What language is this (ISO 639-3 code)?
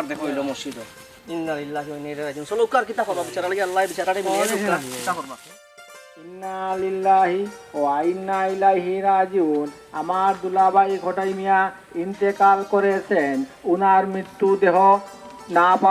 syl